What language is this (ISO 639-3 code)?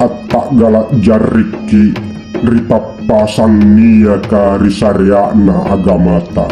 mak